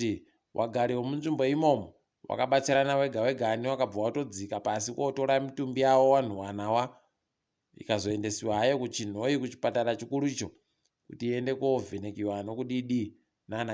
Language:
Ndau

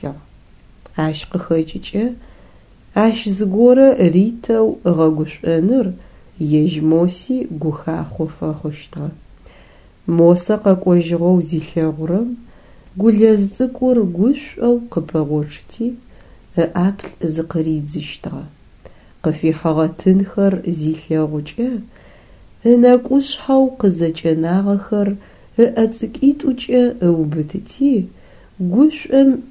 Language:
Adyghe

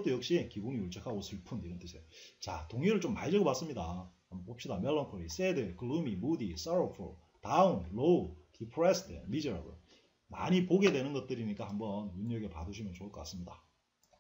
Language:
Korean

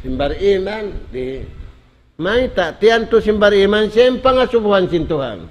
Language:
Tausug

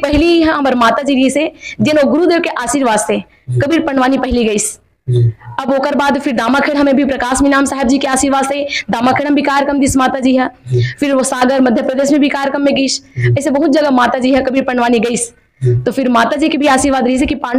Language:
Chhattisgarhi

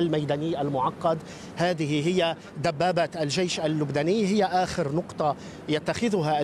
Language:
Arabic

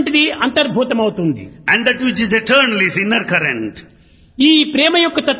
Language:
Telugu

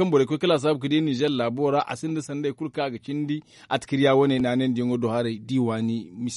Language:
Zarma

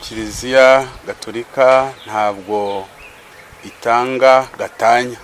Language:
Kinyarwanda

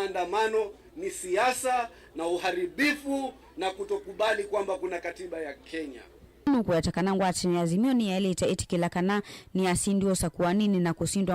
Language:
Kamba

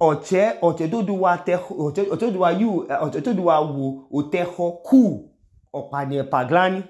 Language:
Idoma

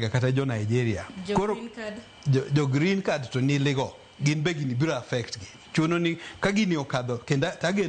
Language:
Luo (Kenya and Tanzania)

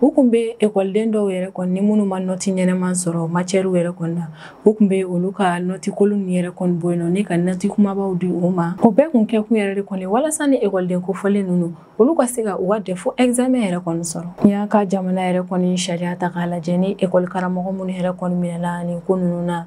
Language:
Bambara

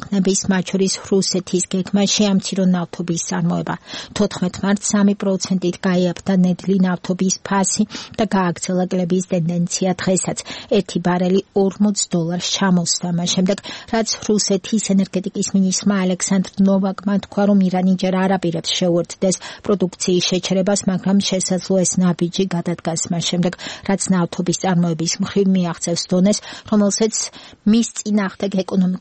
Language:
Georgian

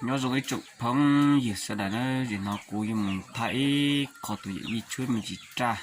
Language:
Hmong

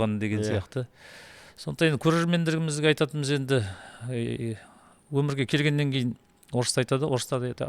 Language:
Kazakh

